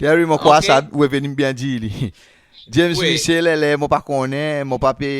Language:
Seselwa Creole French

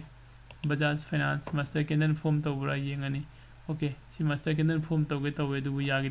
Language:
Manipuri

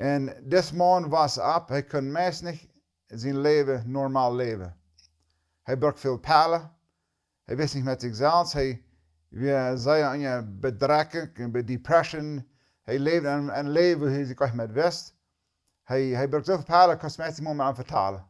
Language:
Plautdietsch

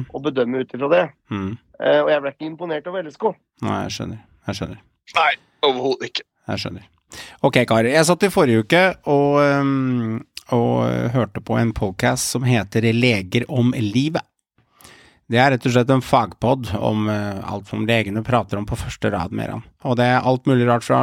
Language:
Norwegian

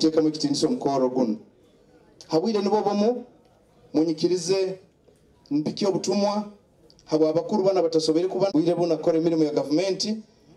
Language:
Nyoro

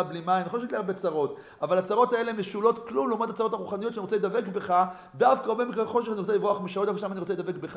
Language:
Hebrew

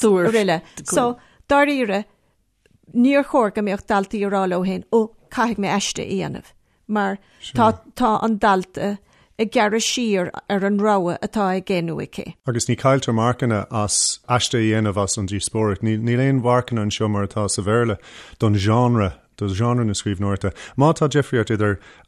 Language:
Irish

